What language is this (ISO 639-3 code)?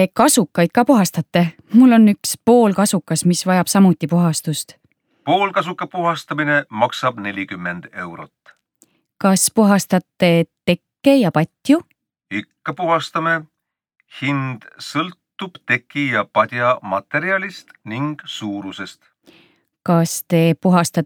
est